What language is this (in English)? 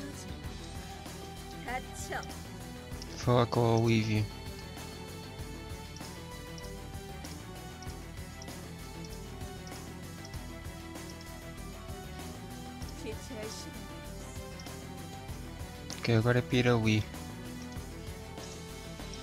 Portuguese